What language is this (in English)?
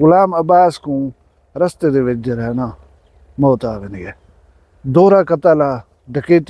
Saraiki